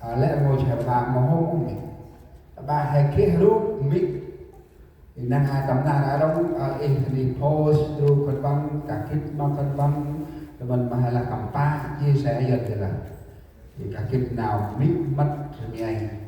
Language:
Central Mnong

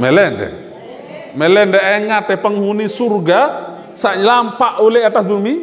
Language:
Sasak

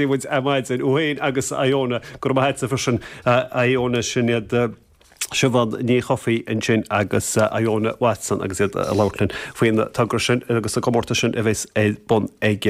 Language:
Irish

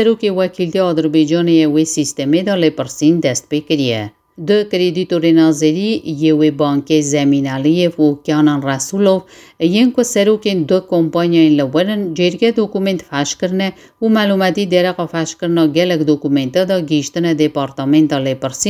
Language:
Kurdish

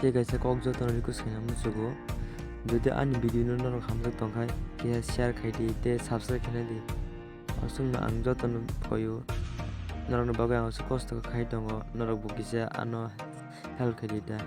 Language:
Kok Borok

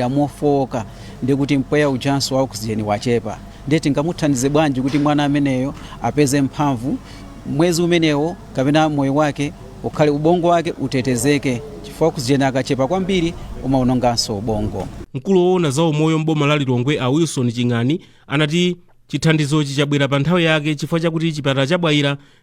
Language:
Nyanja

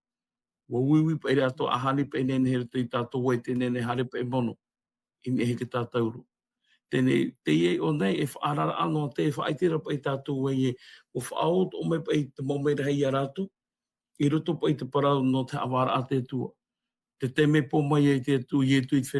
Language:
Tahitian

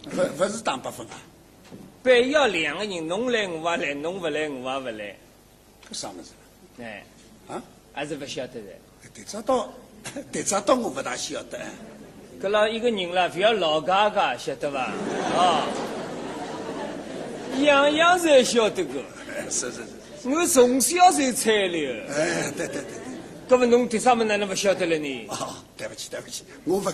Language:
Wu Chinese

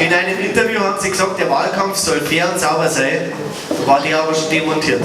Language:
Bavarian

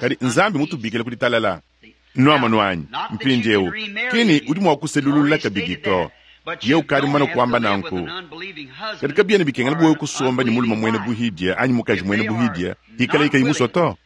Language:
Luba-Lulua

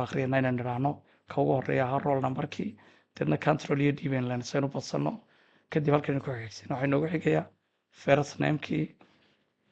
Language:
Somali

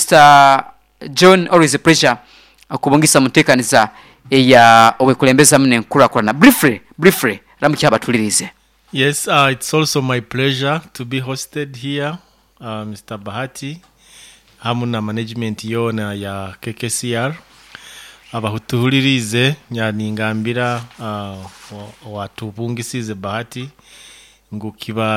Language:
Nyoro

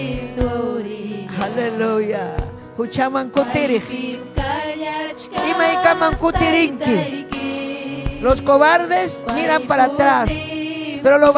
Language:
Ayacucho Quechua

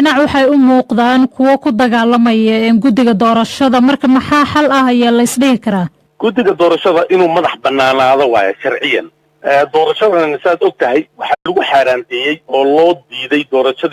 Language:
Somali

